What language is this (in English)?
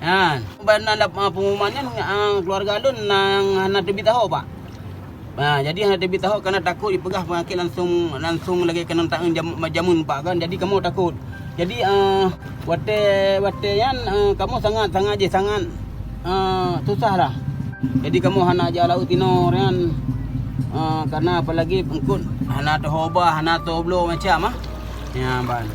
Achinese